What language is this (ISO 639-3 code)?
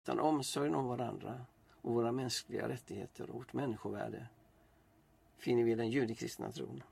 swe